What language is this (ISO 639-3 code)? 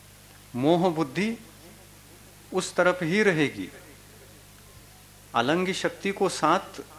hin